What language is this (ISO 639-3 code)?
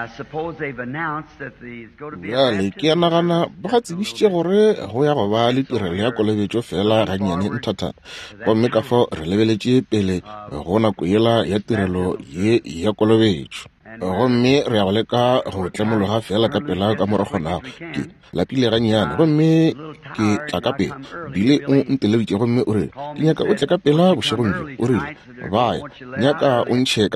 nso